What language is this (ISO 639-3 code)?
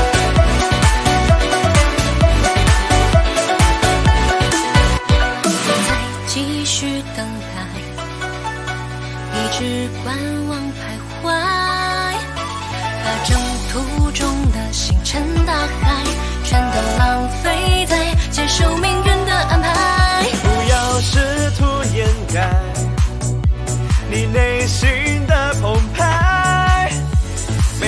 zho